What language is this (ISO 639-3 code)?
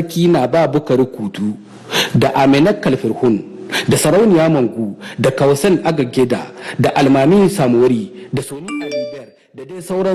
hau